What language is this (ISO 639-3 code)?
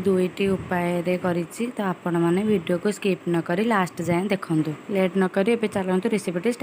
ori